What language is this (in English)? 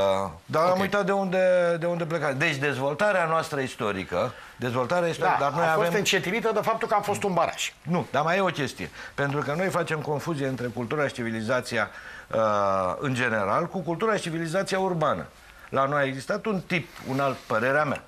Romanian